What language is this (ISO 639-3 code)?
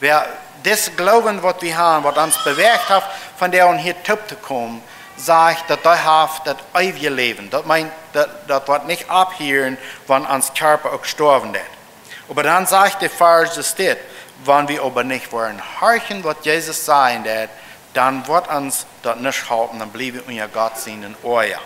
pdt